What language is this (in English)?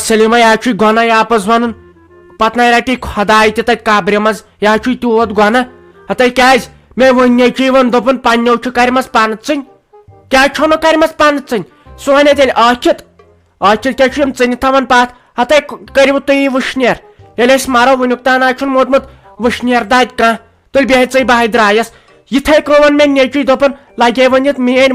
Kashmiri